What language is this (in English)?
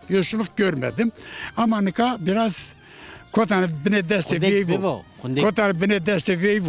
Zaza